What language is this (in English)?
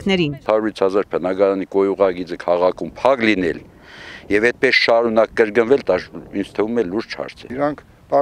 Armenian